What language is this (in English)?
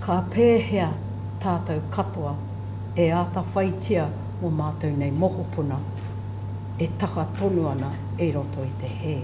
Māori